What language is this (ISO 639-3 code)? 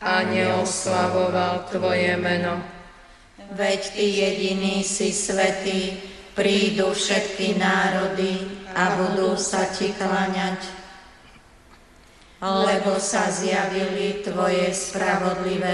slk